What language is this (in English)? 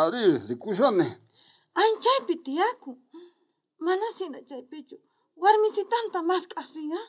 South Bolivian Quechua